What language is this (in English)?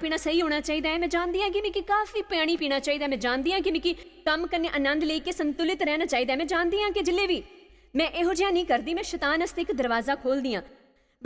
Dogri